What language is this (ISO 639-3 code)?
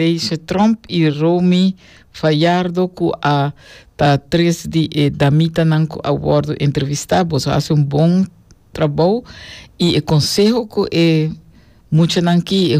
pap